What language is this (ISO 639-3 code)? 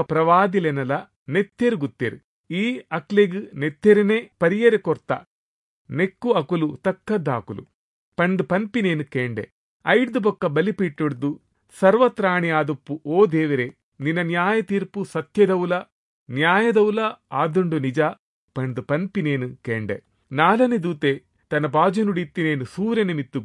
tcy